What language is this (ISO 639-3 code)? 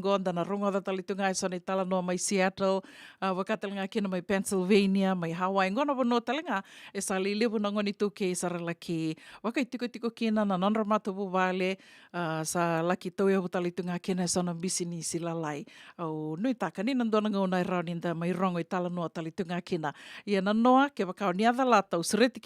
fij